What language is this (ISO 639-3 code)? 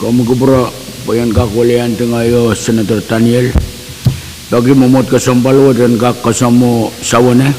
pon